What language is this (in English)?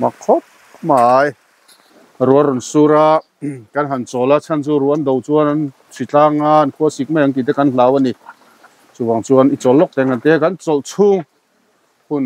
Mizo